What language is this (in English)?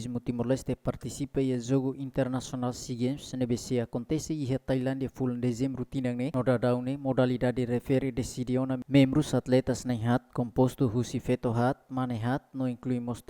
Tetum